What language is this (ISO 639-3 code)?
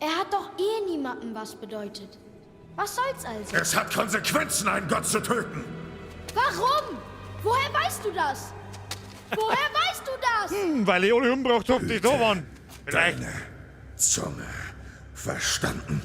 bar